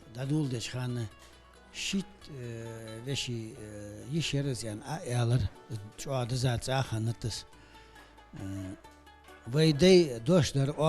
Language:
Ingush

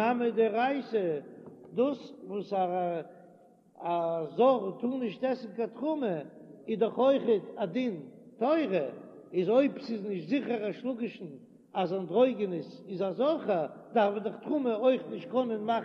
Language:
Yiddish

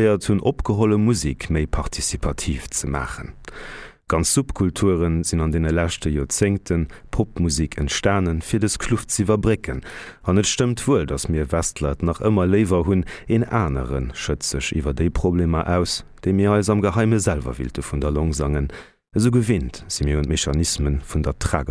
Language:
Luxembourgish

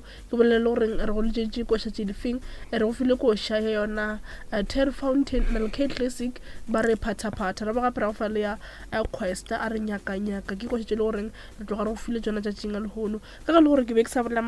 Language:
Northern Sotho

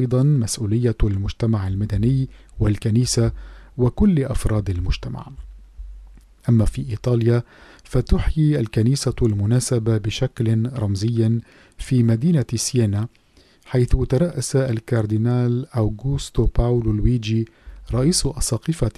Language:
Arabic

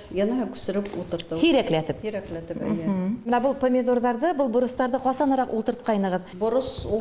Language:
Bashkir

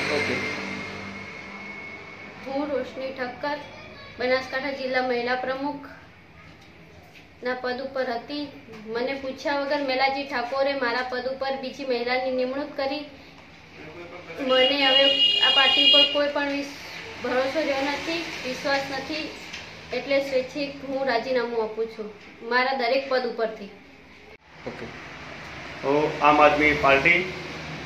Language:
Gujarati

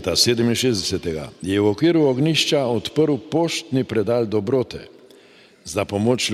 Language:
Slovenian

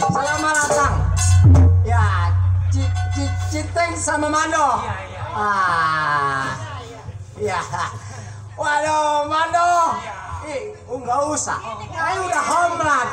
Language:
Betawi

